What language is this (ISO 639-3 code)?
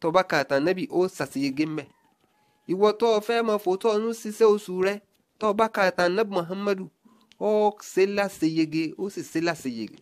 yor